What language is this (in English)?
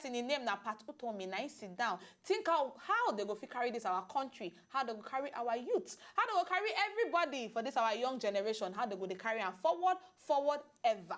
Nigerian Pidgin